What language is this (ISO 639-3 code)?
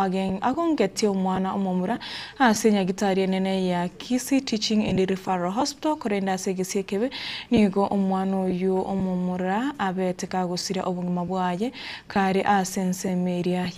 guz